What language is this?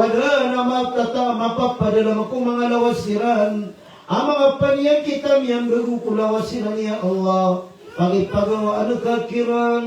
Maranao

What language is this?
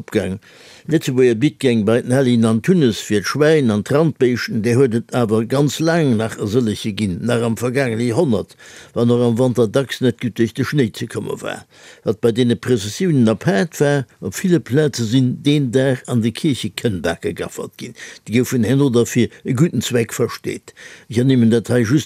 Luxembourgish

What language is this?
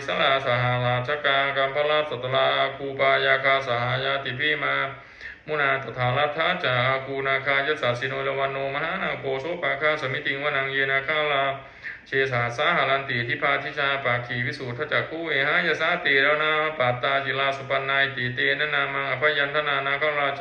Pali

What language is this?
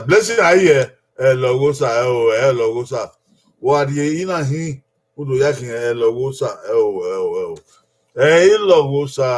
Bini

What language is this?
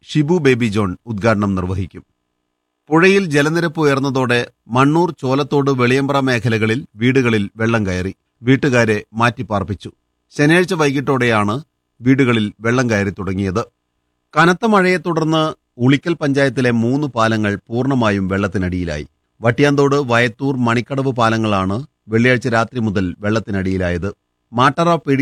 Malayalam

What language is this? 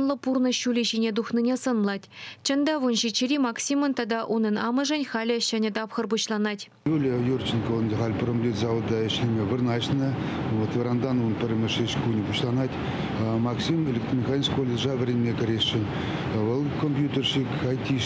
Chuvash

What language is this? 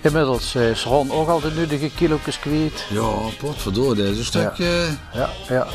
Limburgish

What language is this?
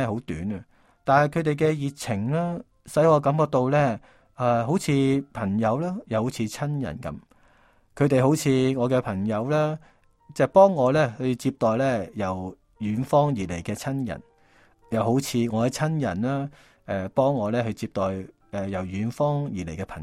Cantonese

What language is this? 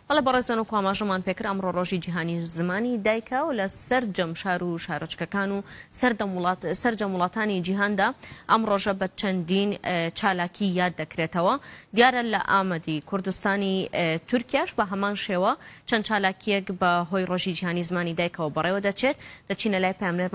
Kurdish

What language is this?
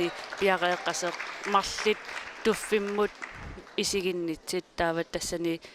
Kalaallisut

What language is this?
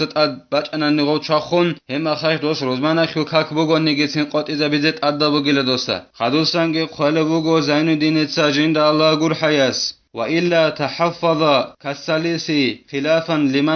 Avaric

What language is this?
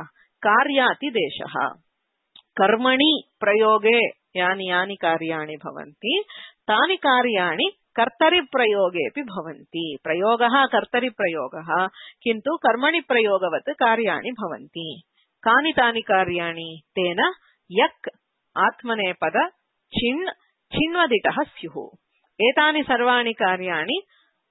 Sanskrit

